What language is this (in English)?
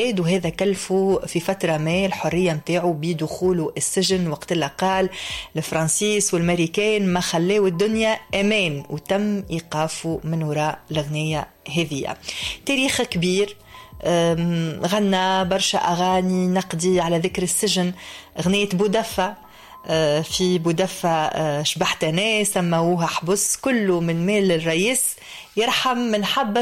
Tunisian Arabic